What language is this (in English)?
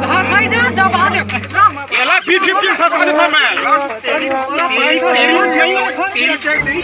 Chhattisgarhi